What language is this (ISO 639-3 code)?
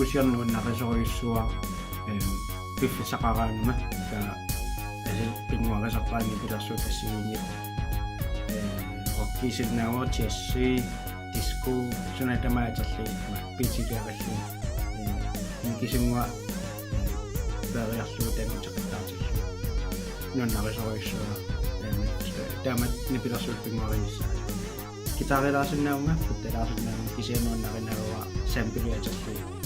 kal